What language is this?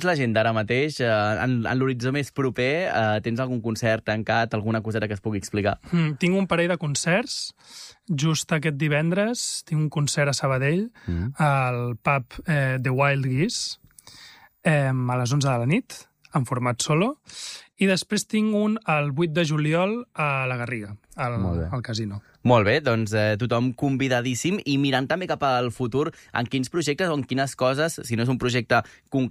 Catalan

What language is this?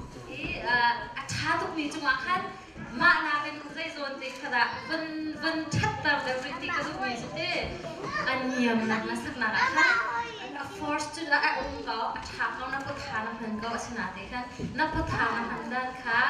Hakha Chin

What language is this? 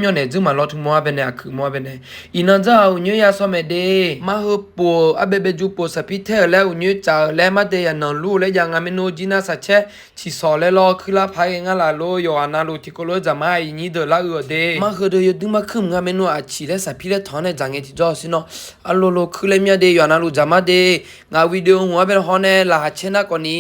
Akha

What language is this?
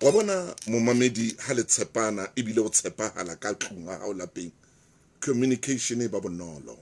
Southern Sotho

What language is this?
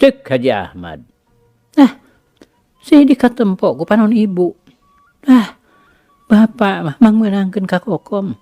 Sundanese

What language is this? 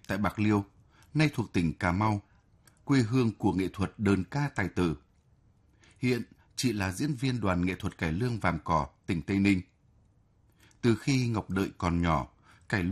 Vietnamese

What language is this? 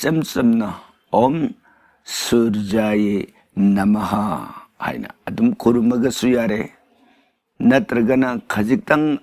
Manipuri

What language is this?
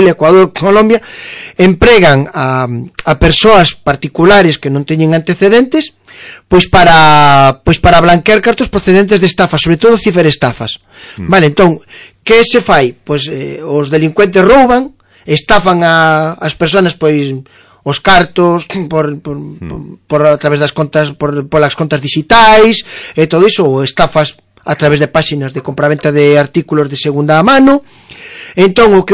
Galician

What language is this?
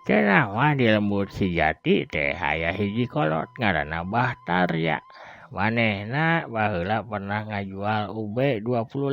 Sundanese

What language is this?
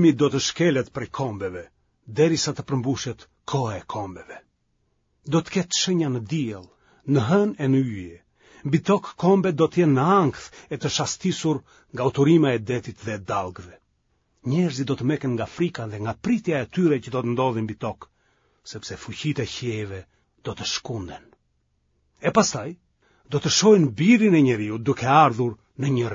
Albanian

